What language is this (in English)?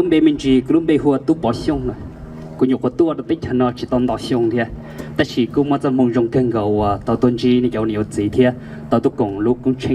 Hmong